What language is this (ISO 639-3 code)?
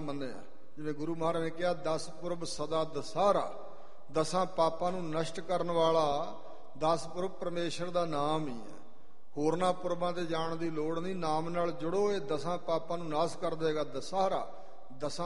pan